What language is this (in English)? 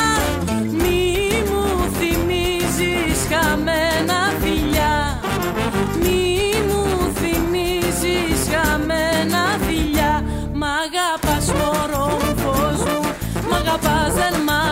Greek